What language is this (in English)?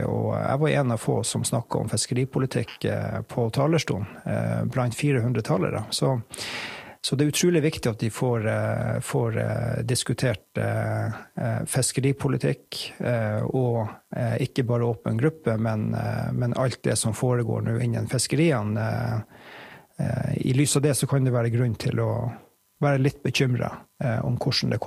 Norwegian